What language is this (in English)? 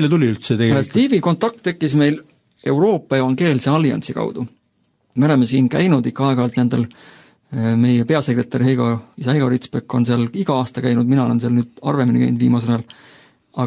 Estonian